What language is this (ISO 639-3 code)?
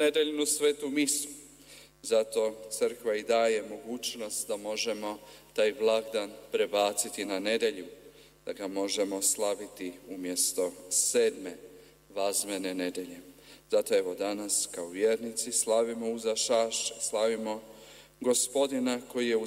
hrv